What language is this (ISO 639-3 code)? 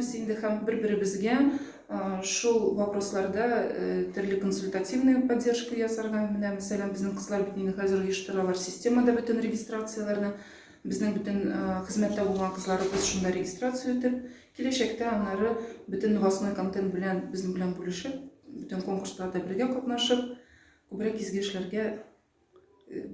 tat